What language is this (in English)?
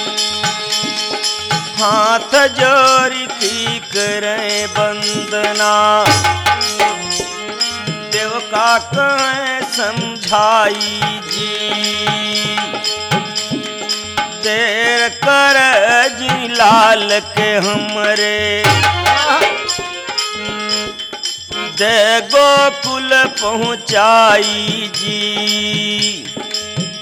Bhojpuri